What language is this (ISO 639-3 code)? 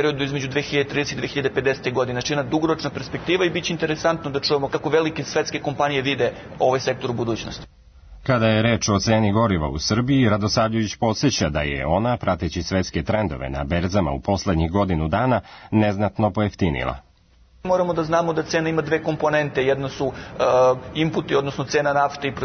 srp